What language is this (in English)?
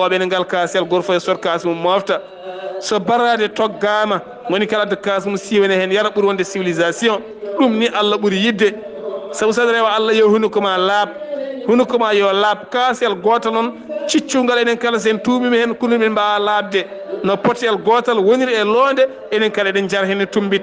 Fula